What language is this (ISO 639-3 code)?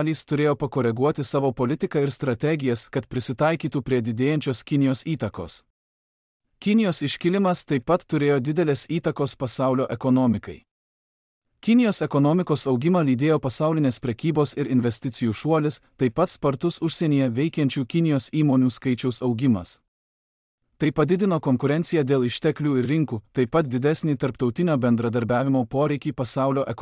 lit